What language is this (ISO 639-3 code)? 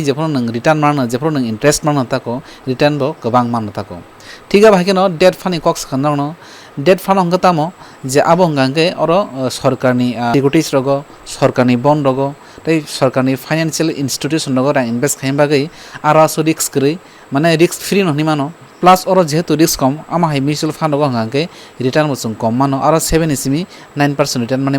trp